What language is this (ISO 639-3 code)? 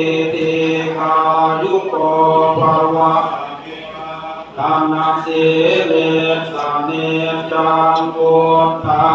pli